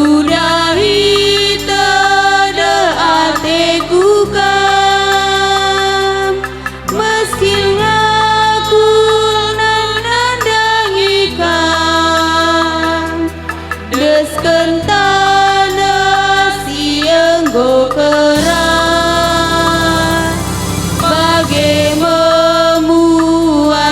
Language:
Batak Karo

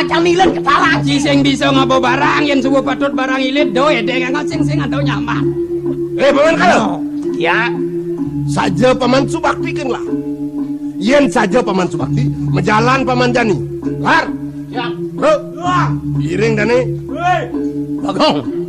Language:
Balinese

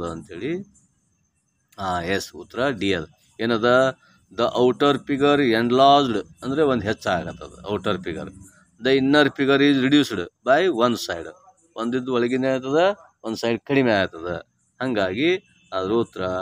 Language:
Kannada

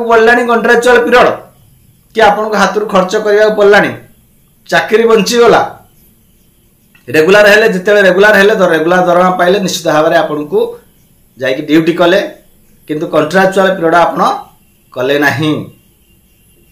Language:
Odia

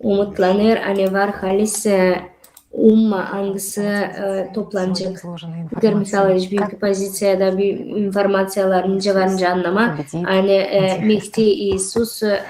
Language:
Gagauz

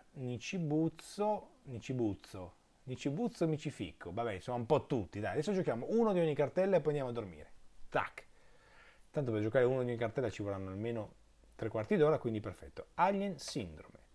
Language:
Italian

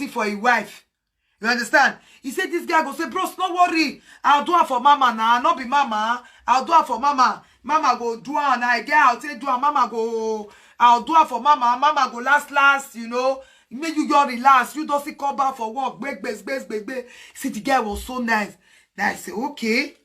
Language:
Nigerian Pidgin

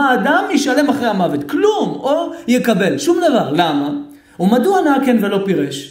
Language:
Hebrew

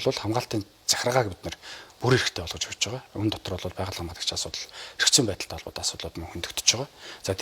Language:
Mongolian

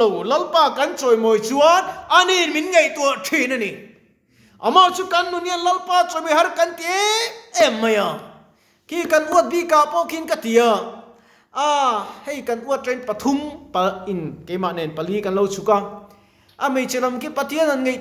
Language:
Mizo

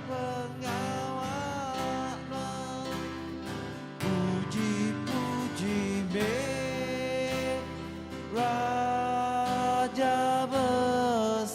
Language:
Iban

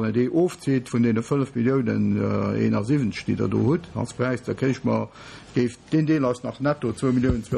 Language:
Luxembourgish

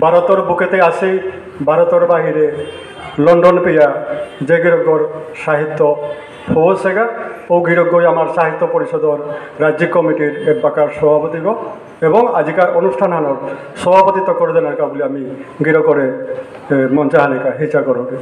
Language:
Bishnupriya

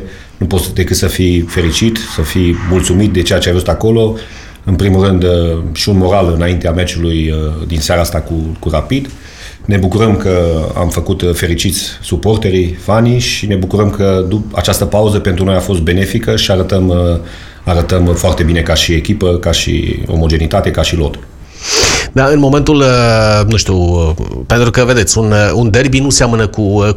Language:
Romanian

